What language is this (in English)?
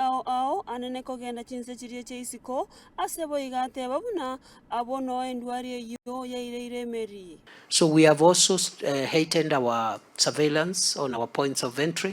Gusii